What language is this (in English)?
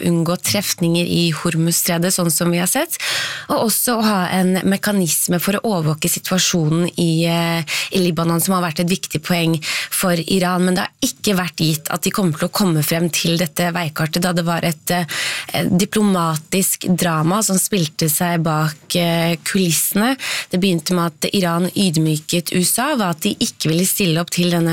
Norwegian